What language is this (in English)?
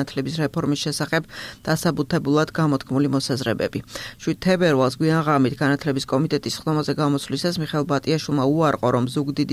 Georgian